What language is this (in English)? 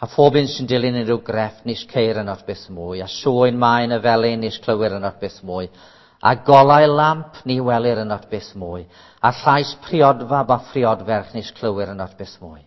Welsh